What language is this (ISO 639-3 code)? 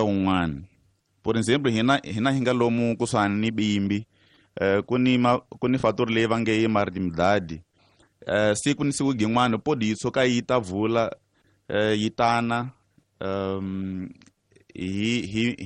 tso